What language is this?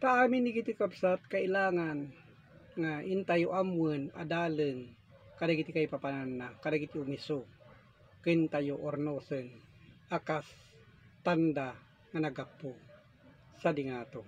Iloko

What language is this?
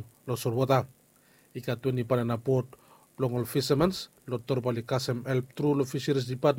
Bislama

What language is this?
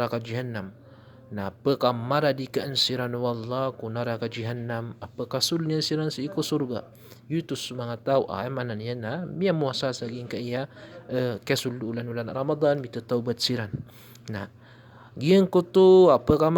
Maranao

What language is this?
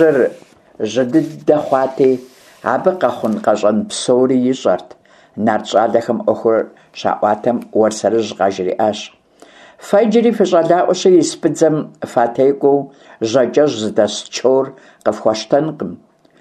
Kabardian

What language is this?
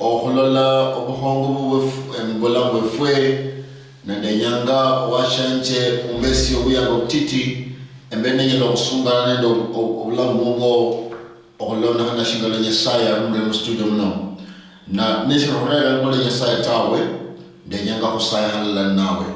Luyia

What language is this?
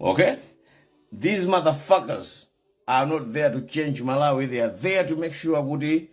Nyanja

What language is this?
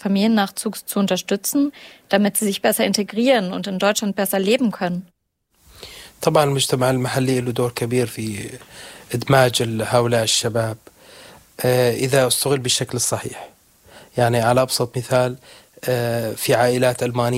Arabic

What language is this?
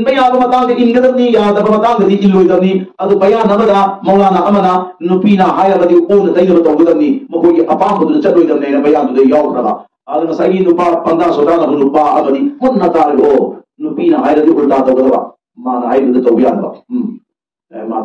Manipuri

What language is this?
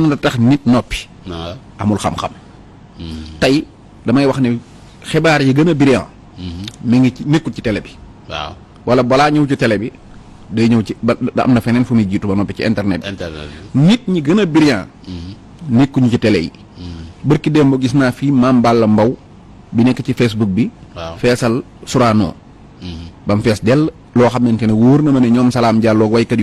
Wolof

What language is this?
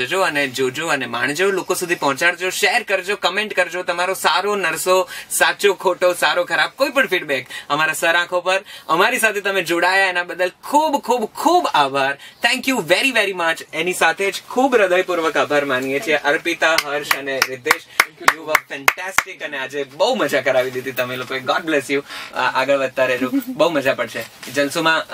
Gujarati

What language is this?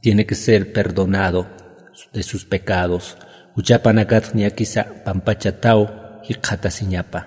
Aymara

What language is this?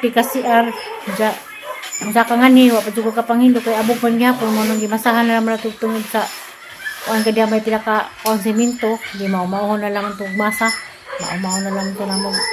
Cebuano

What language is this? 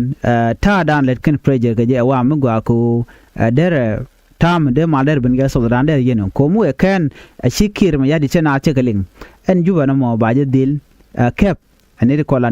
Nuer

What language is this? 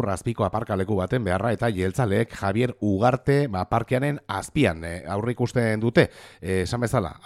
Basque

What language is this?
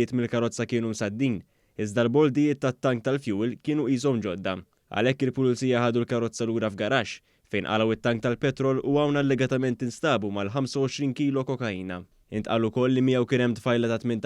Maltese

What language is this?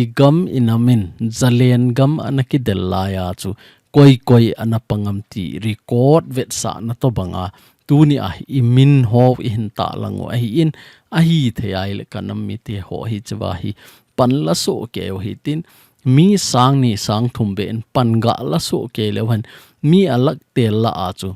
Thado Chin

